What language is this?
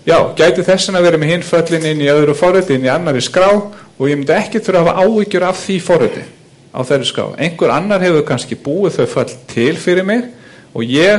Icelandic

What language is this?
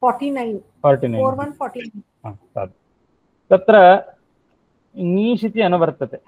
Sanskrit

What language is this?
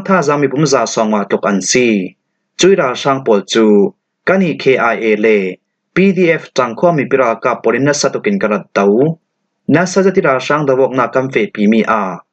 Falam Chin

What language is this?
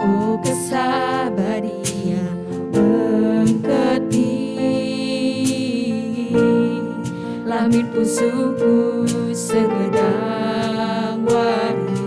Batak Karo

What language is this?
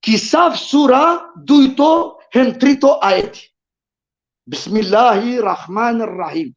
Balkan Romani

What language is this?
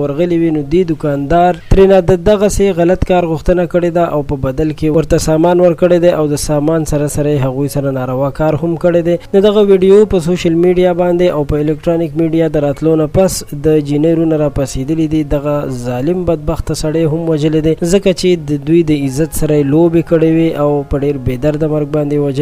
Pashto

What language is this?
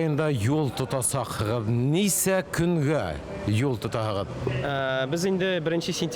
Bashkir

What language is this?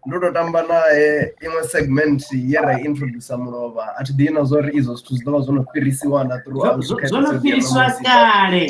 Venda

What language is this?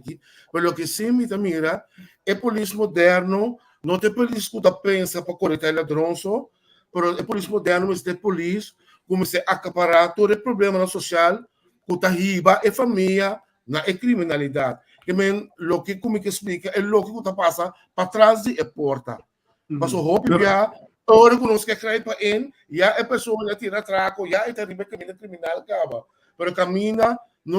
Papiamento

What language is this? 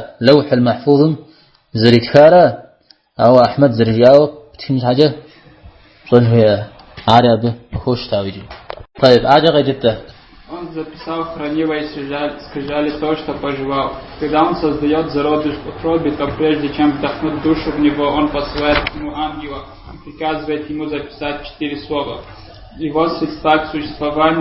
Kabardian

